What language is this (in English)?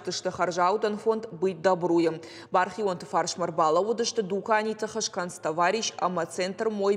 Ossetic